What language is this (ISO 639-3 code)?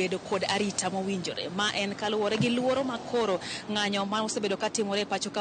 luo